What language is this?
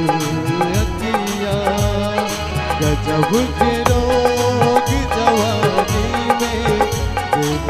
Bhojpuri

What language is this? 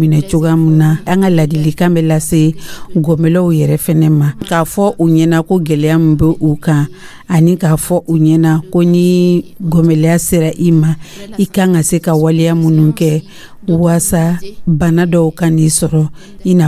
Dyula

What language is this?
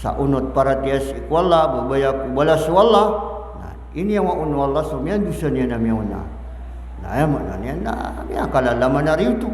Maranao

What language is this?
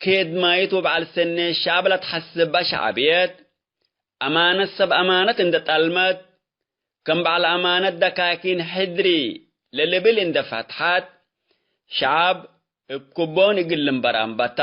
Tigre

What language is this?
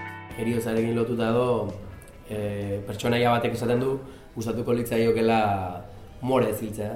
Basque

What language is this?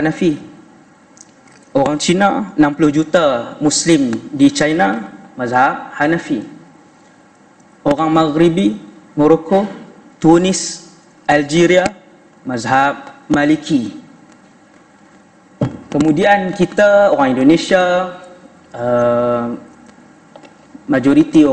Malay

